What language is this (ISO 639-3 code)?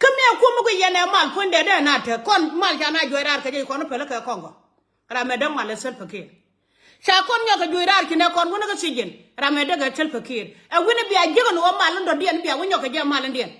nus